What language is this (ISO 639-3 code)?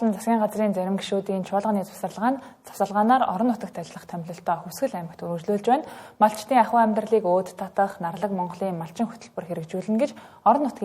mon